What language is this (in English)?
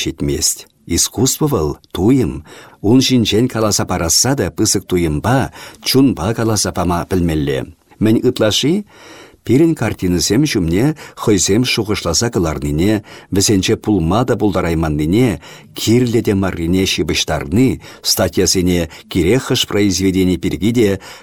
Chuvash